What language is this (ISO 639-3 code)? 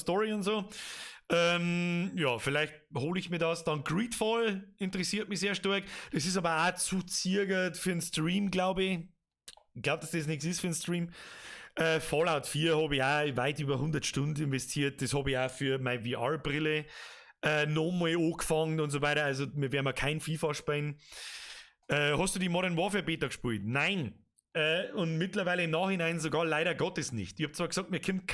bar